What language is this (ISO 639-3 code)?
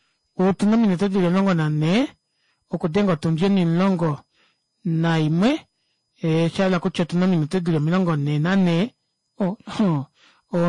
kua